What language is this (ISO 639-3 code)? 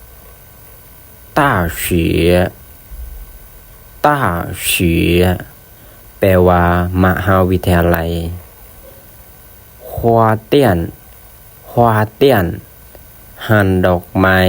lao